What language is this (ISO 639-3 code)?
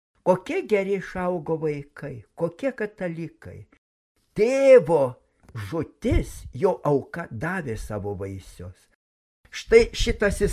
lit